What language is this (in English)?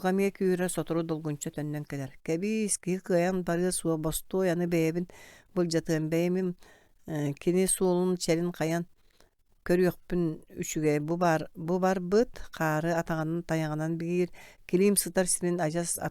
Yakut